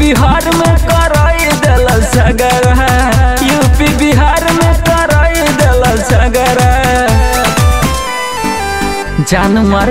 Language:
Bhojpuri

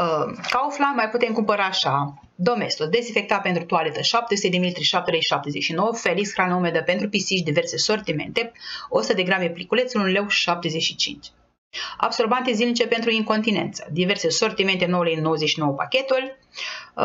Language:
Romanian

